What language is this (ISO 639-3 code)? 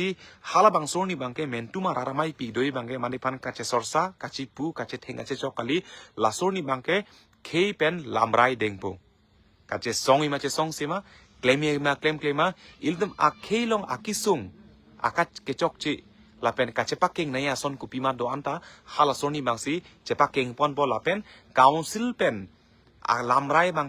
mjw